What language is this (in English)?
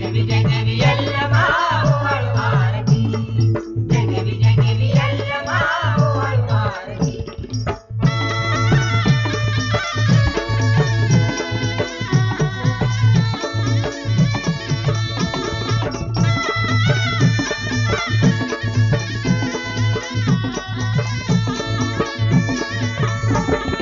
Marathi